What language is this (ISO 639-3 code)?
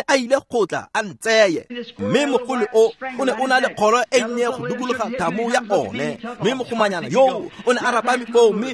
tsn